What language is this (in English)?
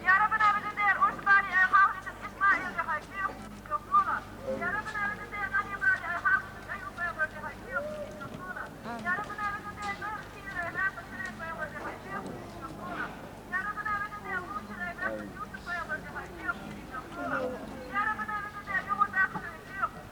Chechen